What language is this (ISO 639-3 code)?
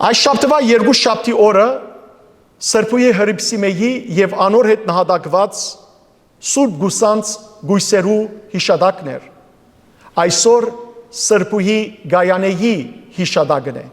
hyw